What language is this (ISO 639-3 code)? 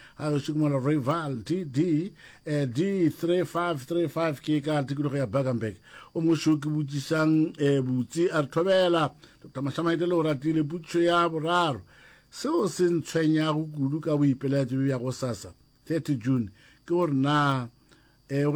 nso